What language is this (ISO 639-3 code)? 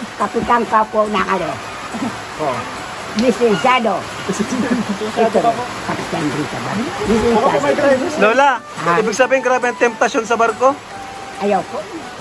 fil